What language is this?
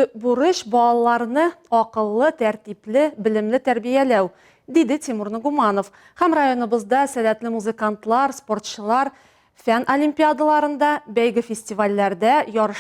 Tatar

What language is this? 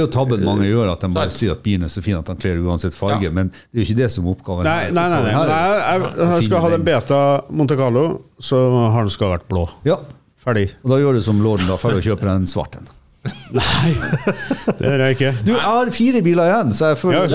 Norwegian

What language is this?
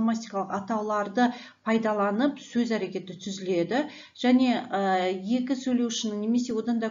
Kazakh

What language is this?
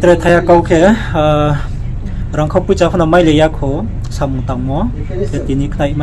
Riang (India)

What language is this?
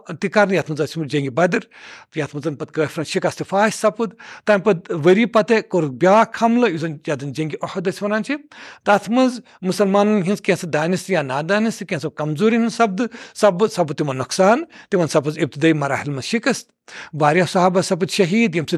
Kashmiri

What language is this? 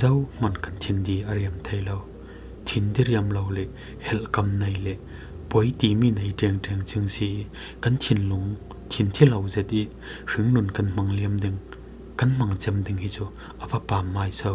Falam Chin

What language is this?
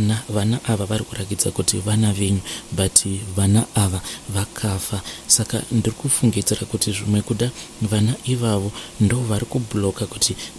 Shona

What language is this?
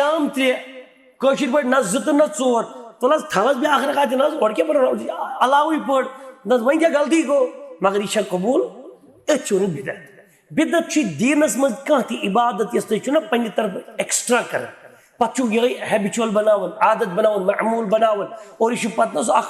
Kashmiri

